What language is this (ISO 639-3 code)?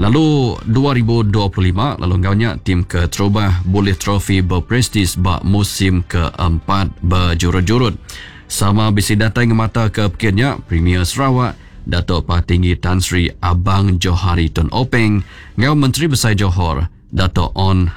iba